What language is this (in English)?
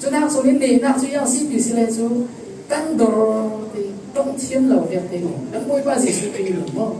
Falam Chin